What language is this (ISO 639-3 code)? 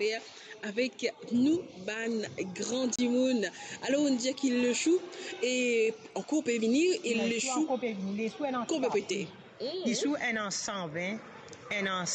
mfe